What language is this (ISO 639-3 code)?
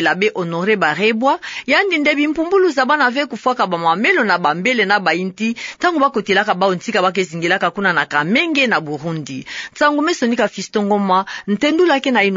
ktu